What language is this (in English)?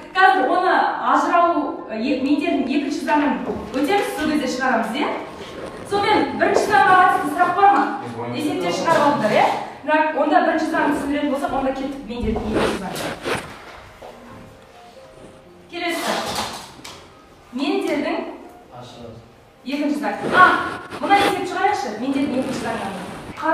Kazakh